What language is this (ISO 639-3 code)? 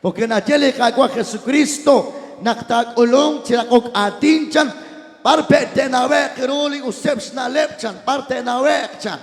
kek